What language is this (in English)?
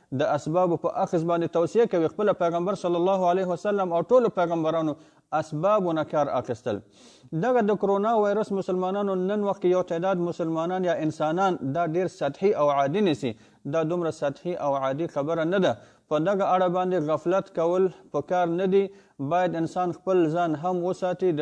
Pashto